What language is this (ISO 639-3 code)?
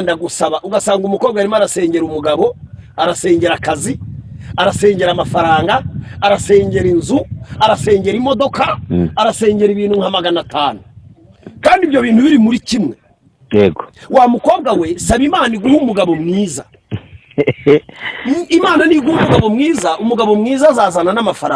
kin